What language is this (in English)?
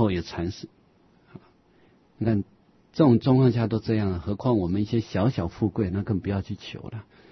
Chinese